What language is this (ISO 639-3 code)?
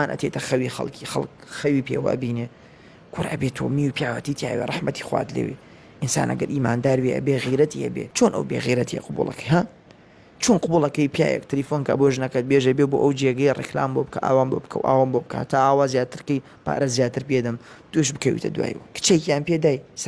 ckb